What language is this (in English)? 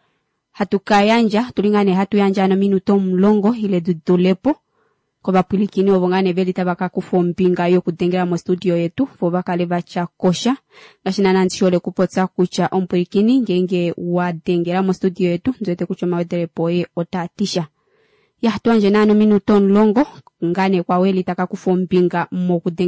Kuanyama